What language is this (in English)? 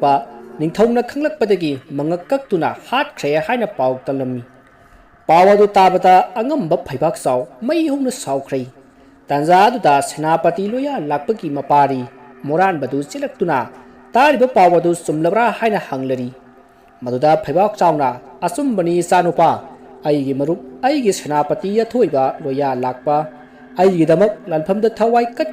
Manipuri